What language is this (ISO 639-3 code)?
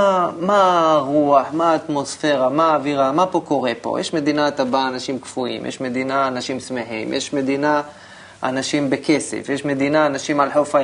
heb